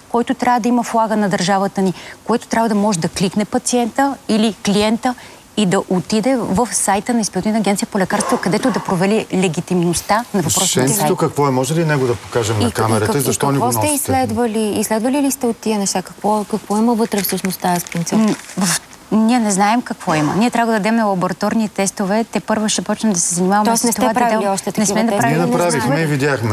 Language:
Bulgarian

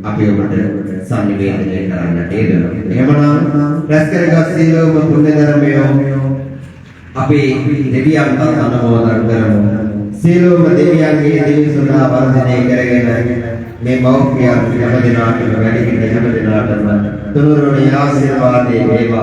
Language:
Sinhala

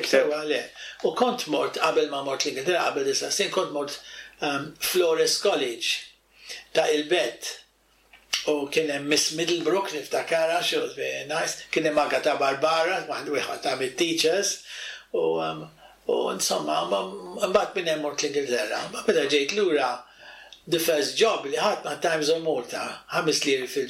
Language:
Maltese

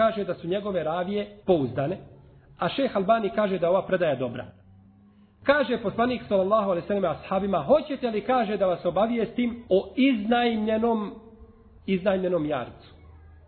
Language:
Bosnian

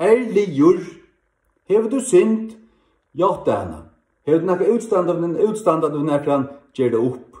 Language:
Faroese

